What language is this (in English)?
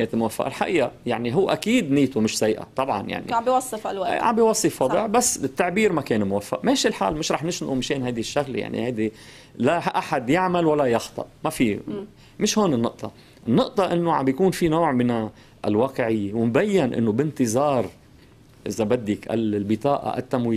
North Levantine Arabic